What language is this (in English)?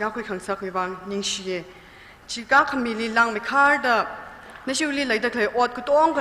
Tangkhul Naga (India)